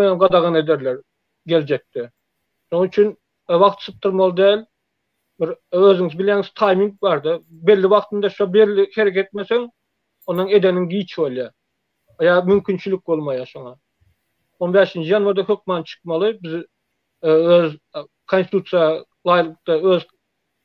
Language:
Turkmen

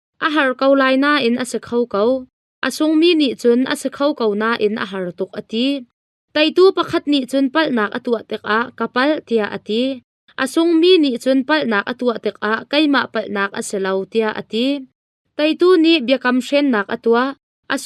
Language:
Hakha Chin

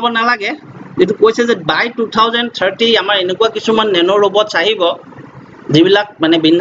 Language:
Assamese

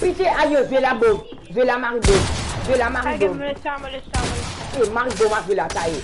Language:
Morisyen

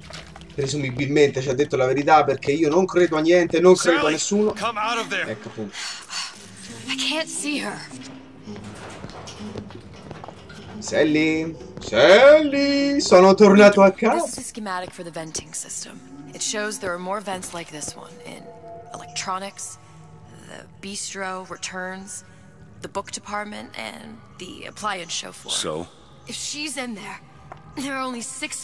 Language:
Italian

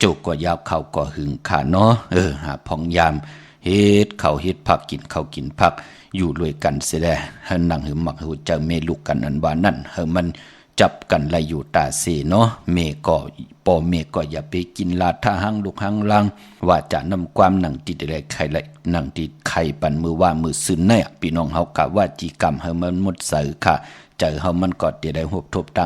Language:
Shan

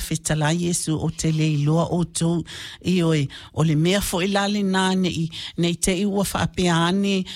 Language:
Samoan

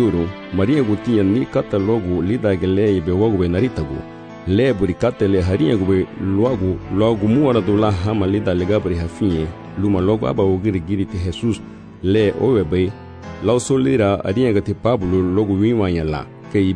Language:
Garifuna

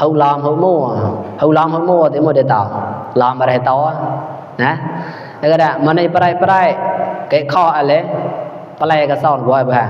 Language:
Mon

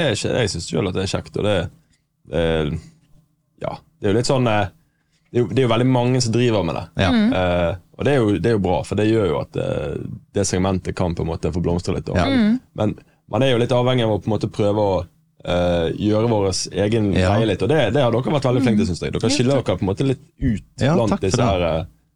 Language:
Norwegian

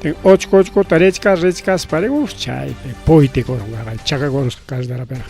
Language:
Ayacucho Quechua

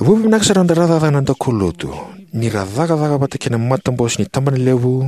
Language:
Fijian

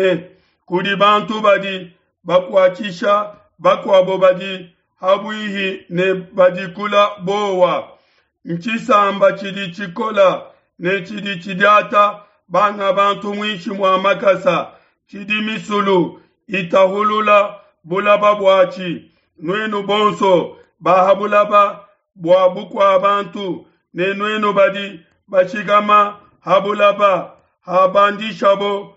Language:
Luba-Lulua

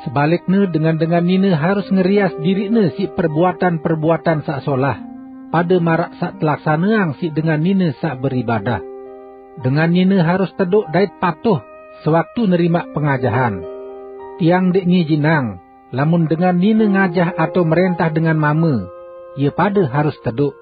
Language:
Sasak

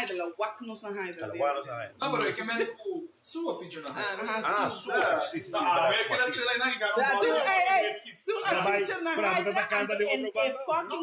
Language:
Papiamento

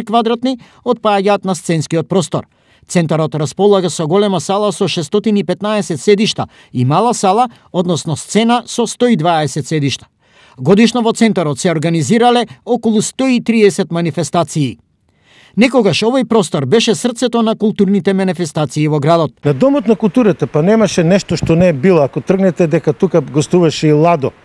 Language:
Macedonian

